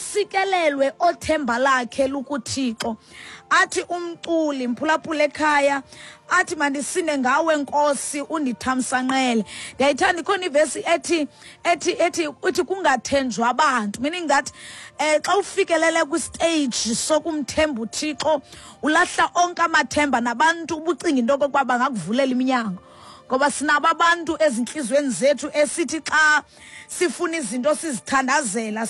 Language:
Xhosa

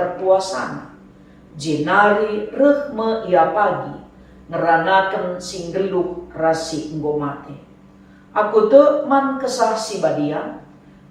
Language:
Batak Karo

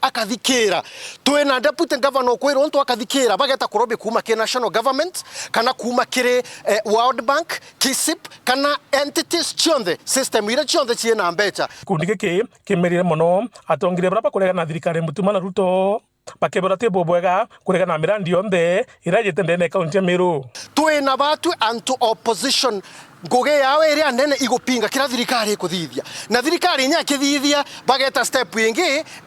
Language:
Meru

